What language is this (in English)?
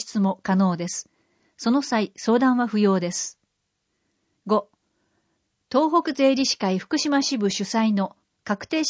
Japanese